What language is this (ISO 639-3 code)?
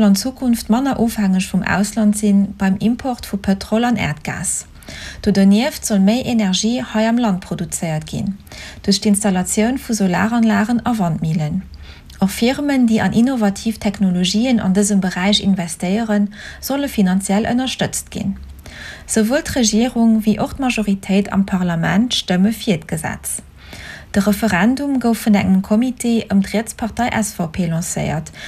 ltz